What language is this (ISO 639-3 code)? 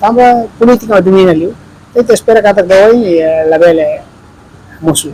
tet